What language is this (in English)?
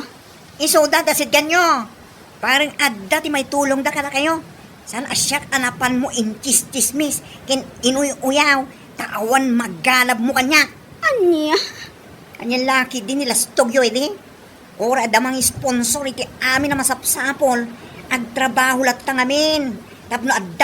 Iloko